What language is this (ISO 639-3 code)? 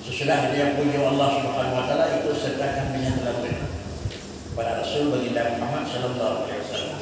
ace